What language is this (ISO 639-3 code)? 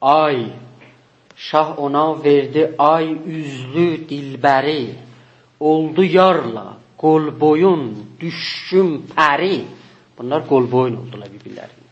azb